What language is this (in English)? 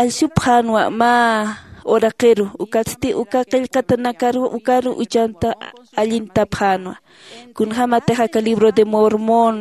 Aymara